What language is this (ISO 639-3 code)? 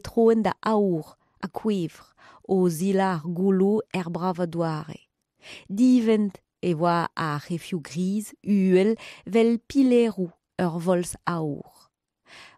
bre